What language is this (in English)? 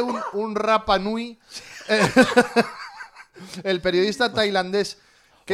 Galician